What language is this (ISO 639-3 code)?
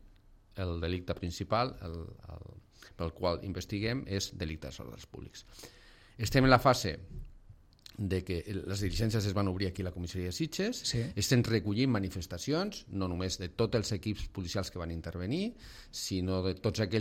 cat